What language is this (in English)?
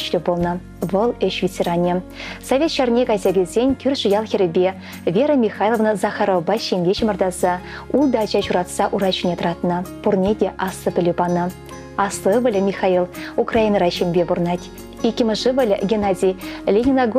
Chuvash